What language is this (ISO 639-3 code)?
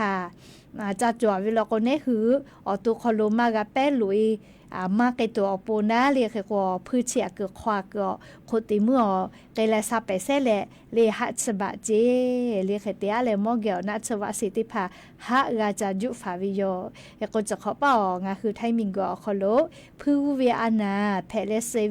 lhu